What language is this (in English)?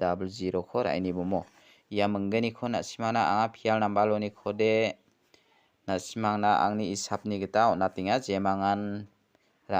Garo